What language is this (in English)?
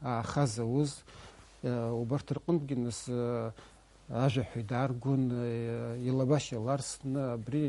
Abkhazian